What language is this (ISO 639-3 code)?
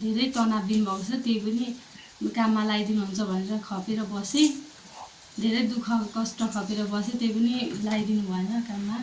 nep